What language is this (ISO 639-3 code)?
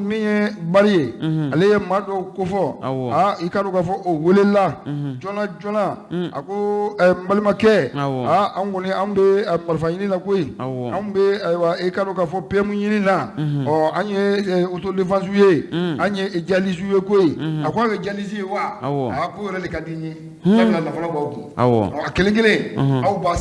bam